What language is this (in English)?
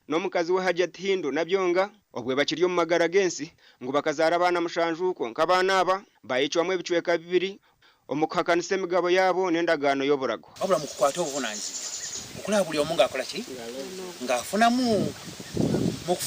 Nyankole